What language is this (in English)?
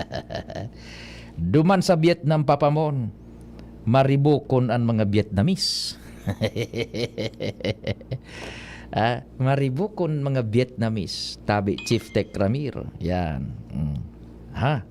Bikol